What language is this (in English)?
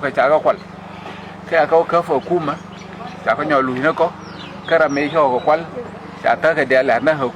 Nuer